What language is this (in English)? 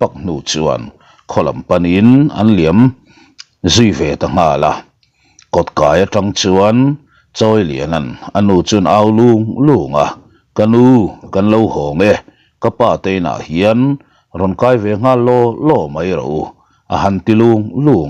Mizo